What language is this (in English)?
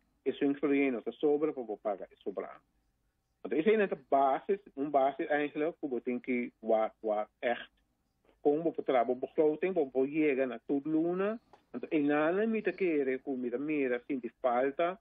Papiamento